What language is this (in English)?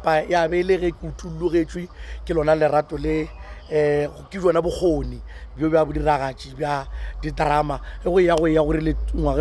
Northern Sotho